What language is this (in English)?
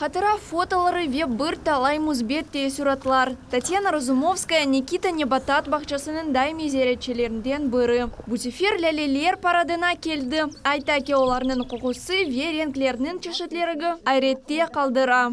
Crimean Tatar